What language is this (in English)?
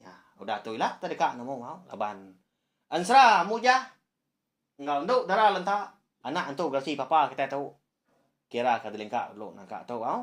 Iban